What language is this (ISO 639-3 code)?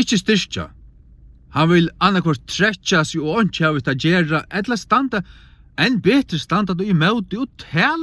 fao